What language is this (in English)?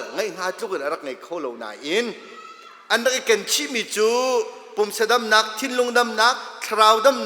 Hakha Chin